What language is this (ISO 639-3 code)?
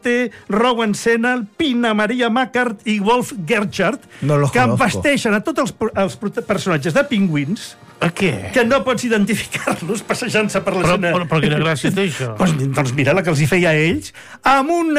cat